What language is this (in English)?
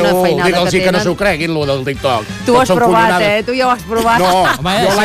Catalan